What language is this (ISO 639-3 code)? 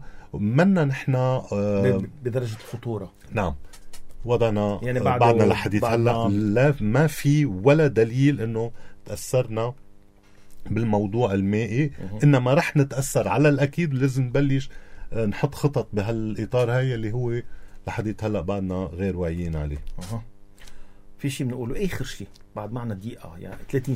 apc